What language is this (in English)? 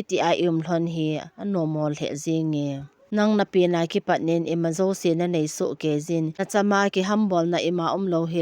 Thado Chin